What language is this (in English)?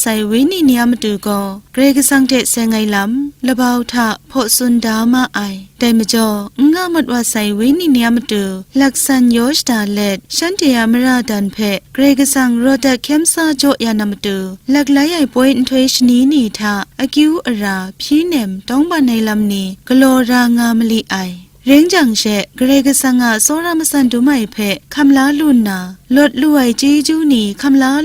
Kachin